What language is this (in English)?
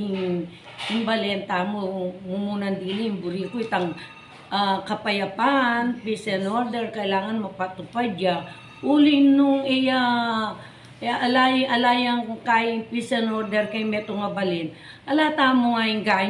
Pampanga